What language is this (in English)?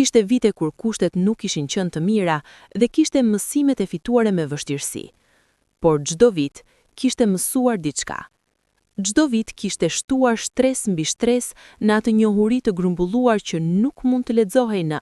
Albanian